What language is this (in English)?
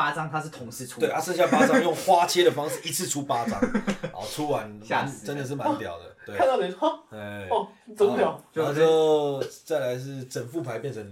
Chinese